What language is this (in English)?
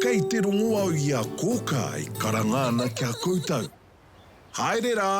Māori